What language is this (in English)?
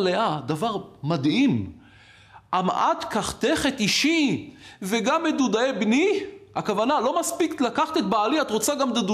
Hebrew